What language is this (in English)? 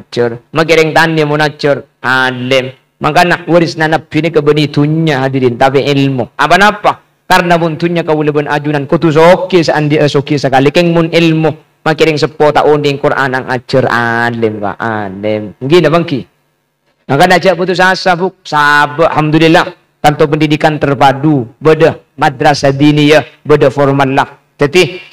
Madurese